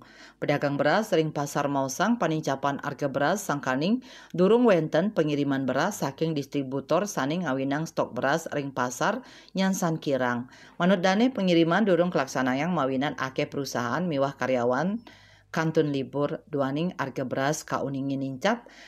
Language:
Balinese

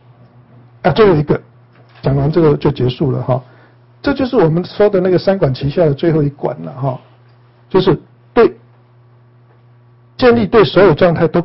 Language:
Chinese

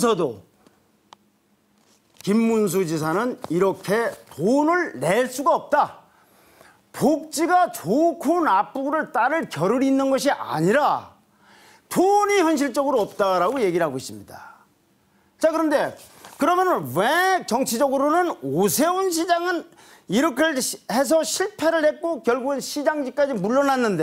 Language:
Korean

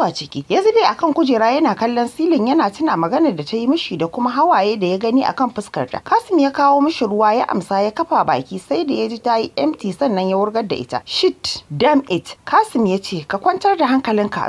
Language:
Hausa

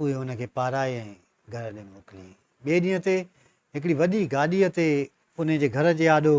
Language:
Sindhi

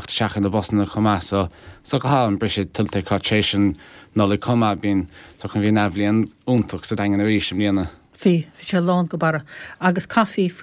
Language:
Irish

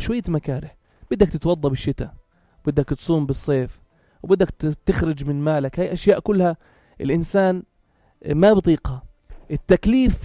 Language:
North Levantine Arabic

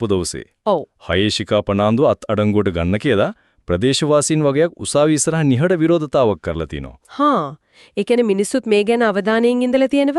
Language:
Sinhala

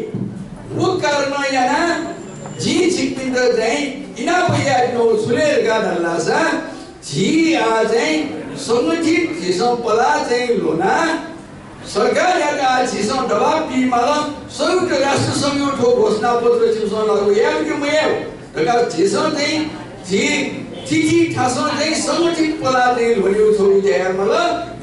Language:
Newari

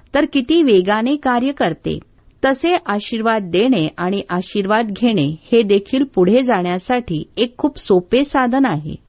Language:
Marathi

